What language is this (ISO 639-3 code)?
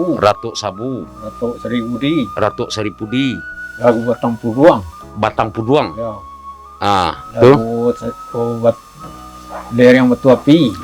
min